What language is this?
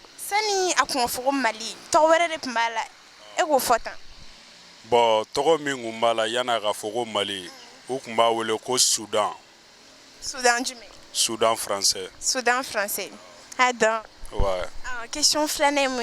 Bambara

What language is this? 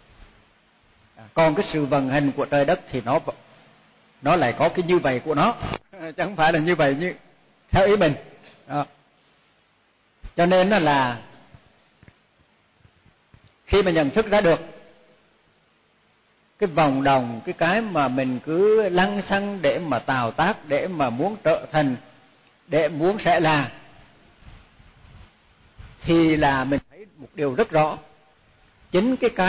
Vietnamese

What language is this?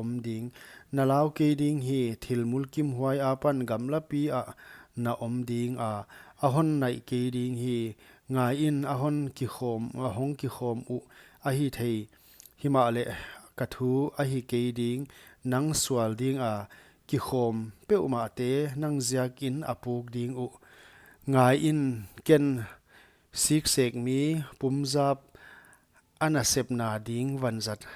Paite Chin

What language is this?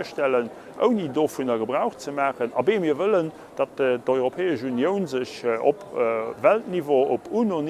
Luxembourgish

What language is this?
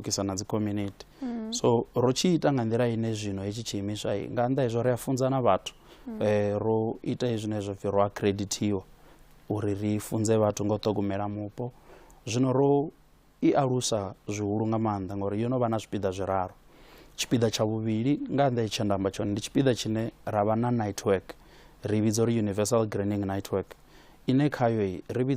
Venda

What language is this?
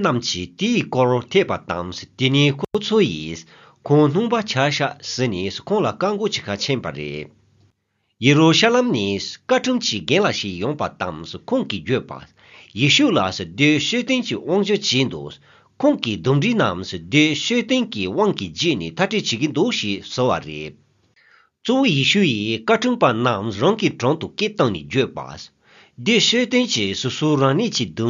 Tibetan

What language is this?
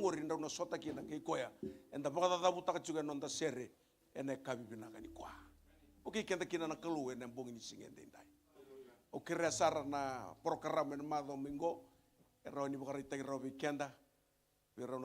Fijian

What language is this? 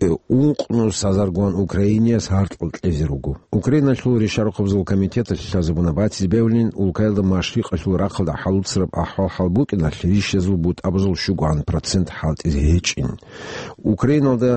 Avaric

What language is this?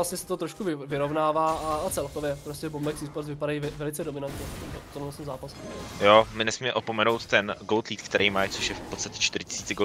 Czech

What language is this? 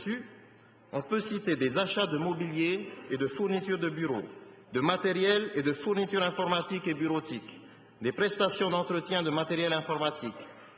French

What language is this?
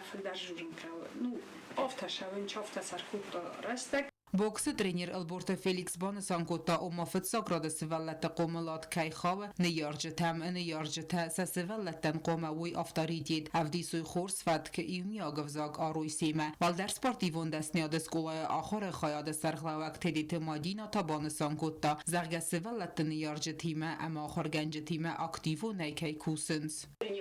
Ossetic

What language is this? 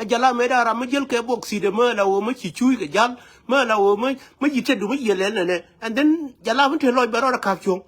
Nuer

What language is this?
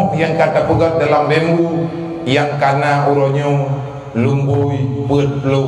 Achinese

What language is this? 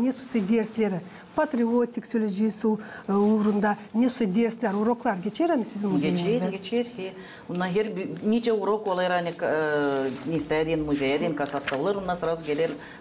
Gagauz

